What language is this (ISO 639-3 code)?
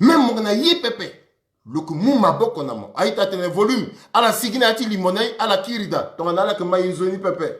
sag